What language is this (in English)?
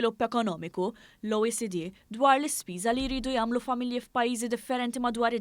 Maltese